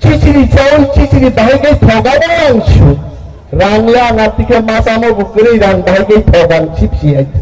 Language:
Kok Borok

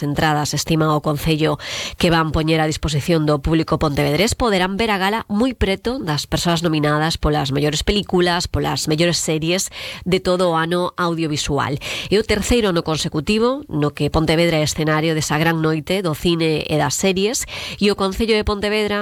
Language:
Galician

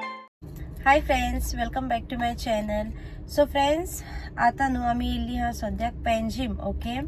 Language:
Konkani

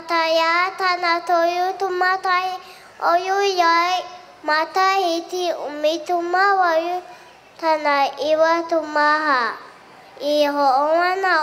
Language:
Hawaiian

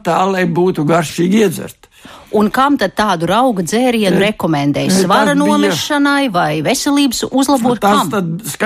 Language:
Latvian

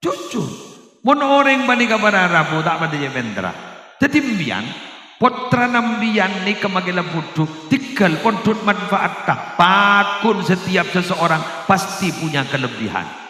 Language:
Madurese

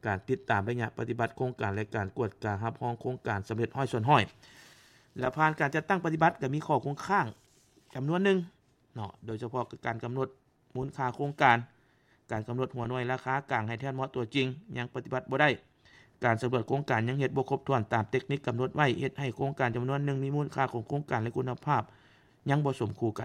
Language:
Lao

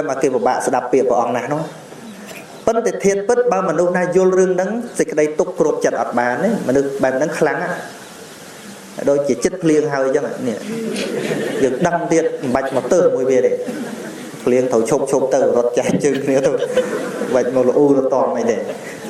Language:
Khmer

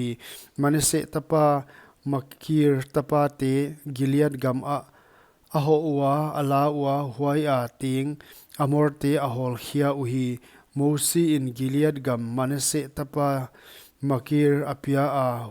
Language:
Paite Chin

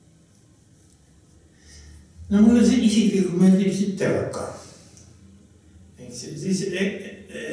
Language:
Estonian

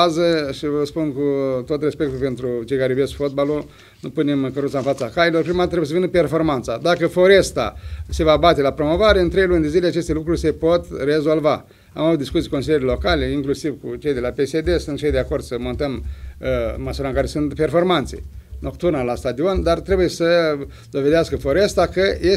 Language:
Romanian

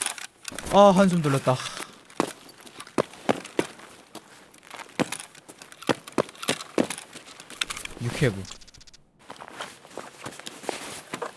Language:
Korean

